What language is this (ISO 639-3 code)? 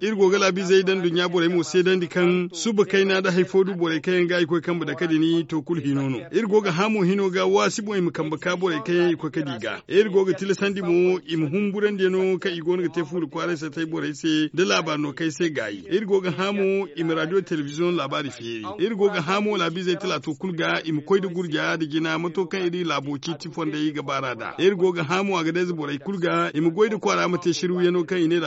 dje